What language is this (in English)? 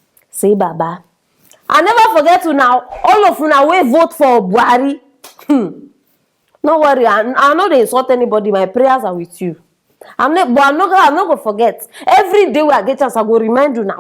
Nigerian Pidgin